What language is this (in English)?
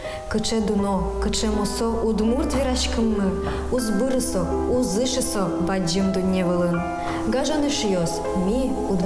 Udmurt